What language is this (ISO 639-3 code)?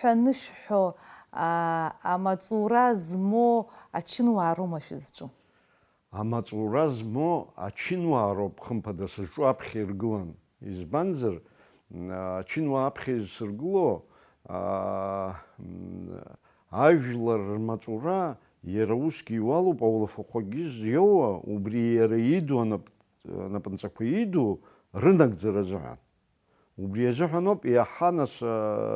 abk